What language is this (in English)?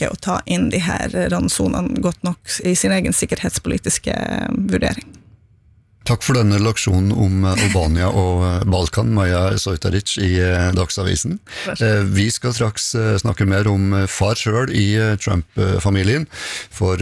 Norwegian